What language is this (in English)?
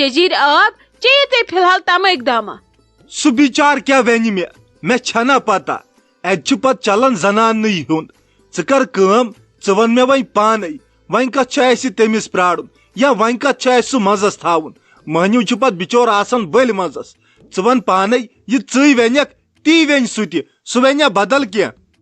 Kashmiri